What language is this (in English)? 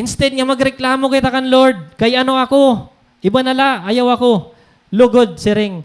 Waray